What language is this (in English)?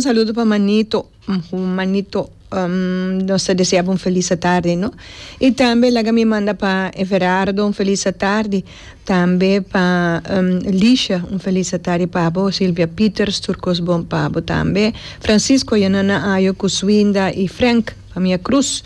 Papiamento